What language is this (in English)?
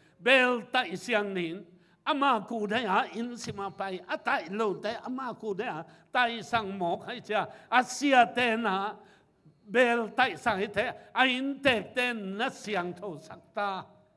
Tedim Chin